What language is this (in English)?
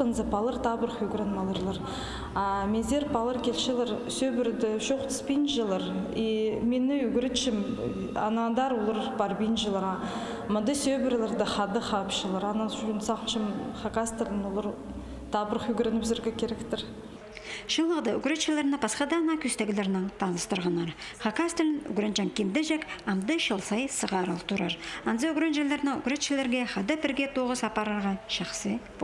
Khakas